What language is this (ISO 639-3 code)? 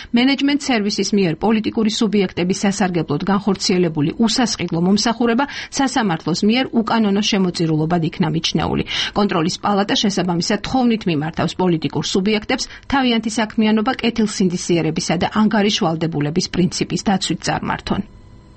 kat